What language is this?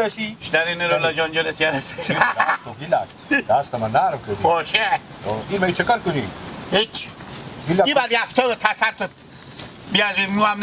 Hazaragi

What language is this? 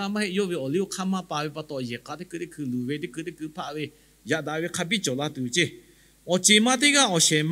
Lahu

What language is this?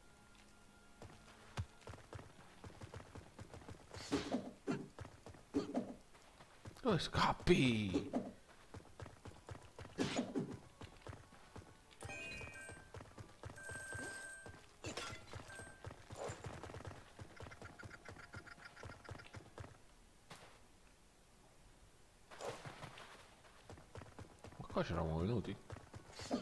Italian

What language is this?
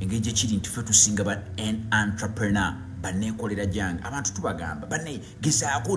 Ganda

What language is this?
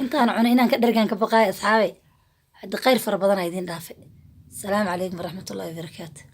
Somali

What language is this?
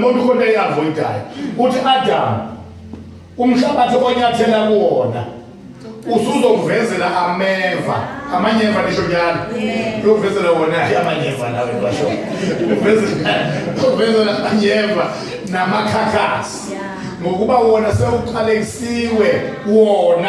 Zulu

